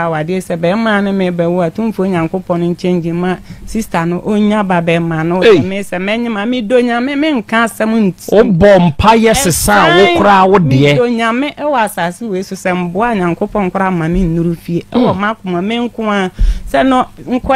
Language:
Akan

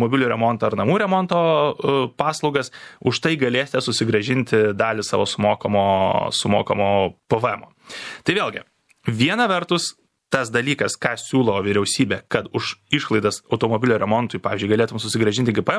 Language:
Lithuanian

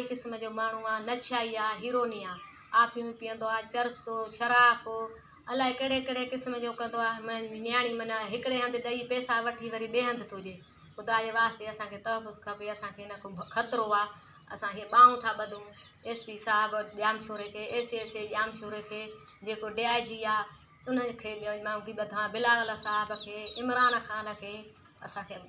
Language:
Sindhi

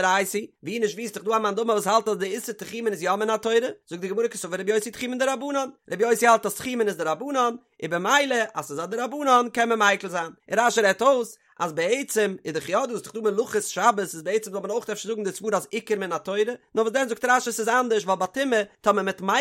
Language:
Yiddish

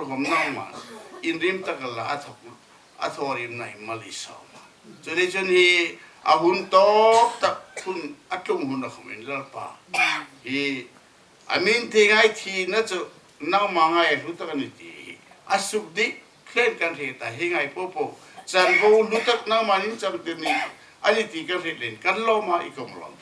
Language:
Hmar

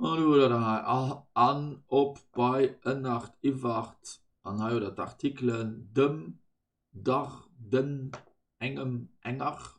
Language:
Luxembourgish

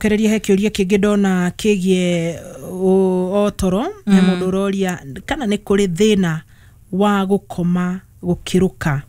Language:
Kikuyu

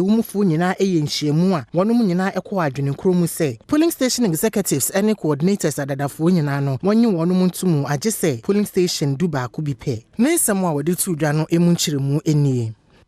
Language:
Akan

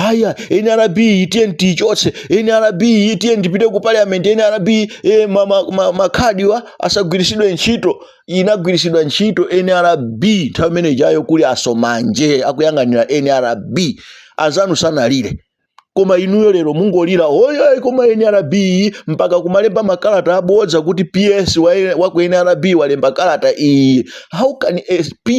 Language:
Nyanja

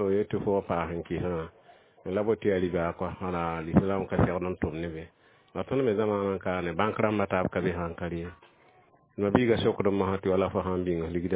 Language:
Mossi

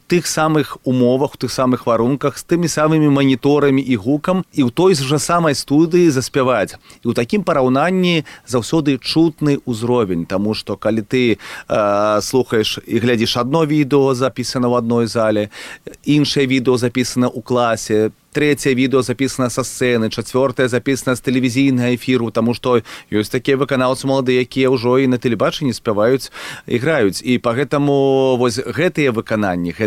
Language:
Belarusian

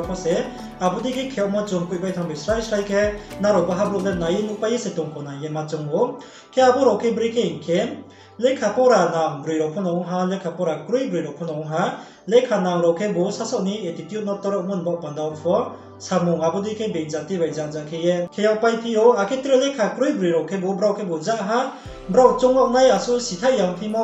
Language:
Riang (India)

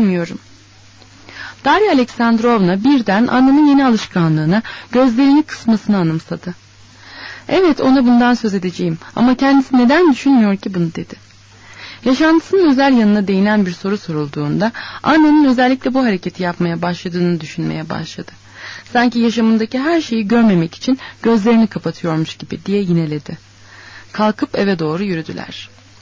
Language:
Turkish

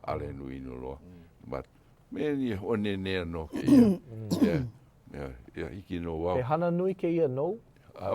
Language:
Hawaiian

